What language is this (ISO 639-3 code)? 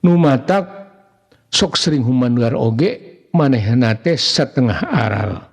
sun